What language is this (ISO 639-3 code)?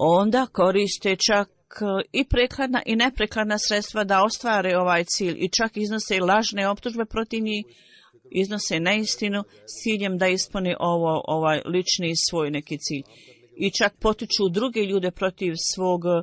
bos